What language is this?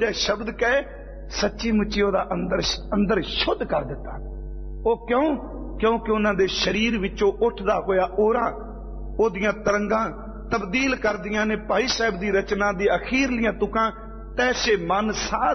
Punjabi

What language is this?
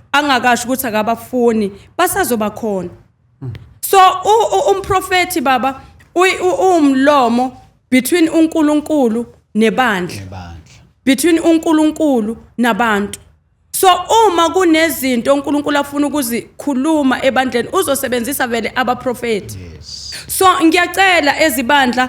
Zulu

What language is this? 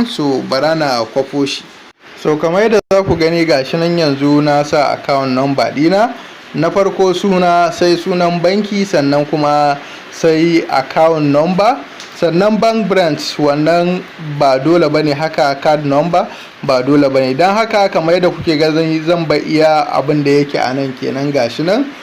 Hausa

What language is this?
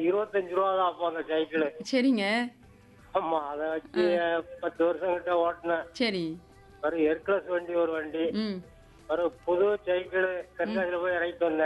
Tamil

